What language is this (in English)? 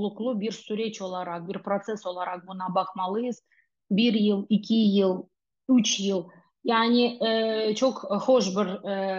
Crimean Tatar